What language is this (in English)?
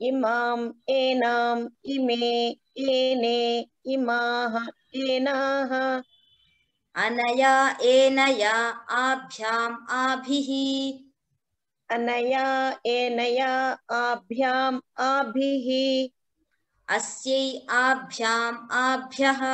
Sanskrit